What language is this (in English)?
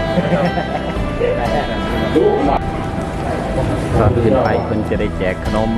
Lao